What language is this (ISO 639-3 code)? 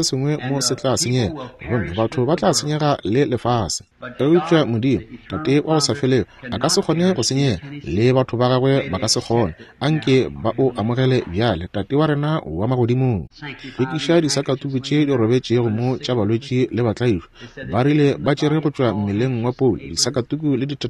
nso